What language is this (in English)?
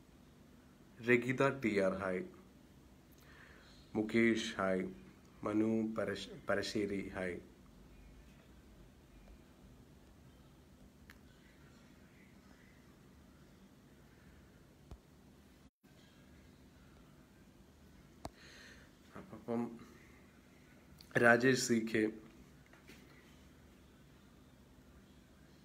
Malayalam